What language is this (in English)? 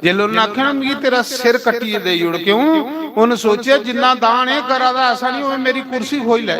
Dogri